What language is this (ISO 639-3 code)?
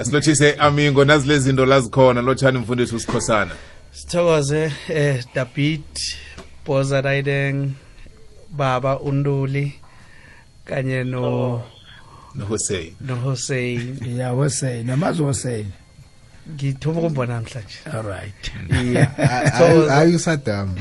nbl